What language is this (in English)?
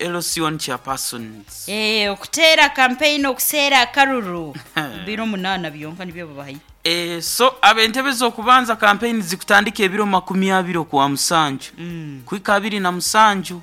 Nyankole